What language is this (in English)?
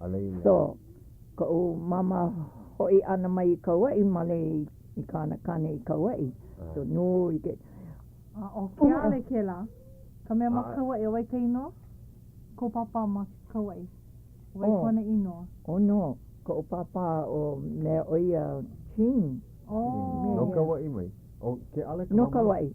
Hawaiian